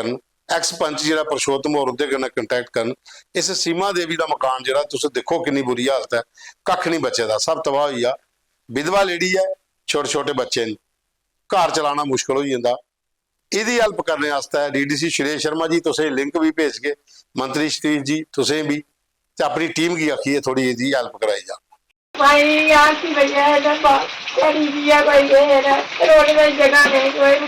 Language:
Dogri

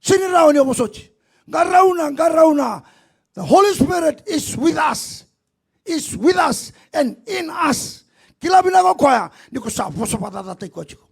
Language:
Fijian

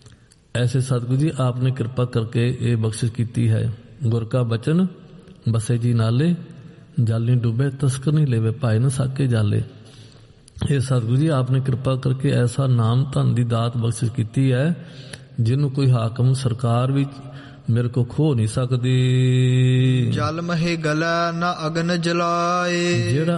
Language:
Punjabi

